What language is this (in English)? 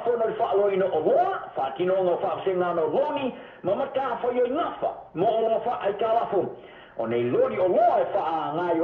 Samoan